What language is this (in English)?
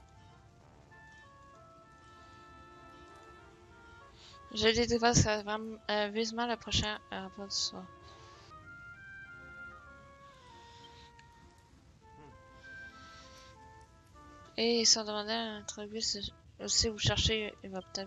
French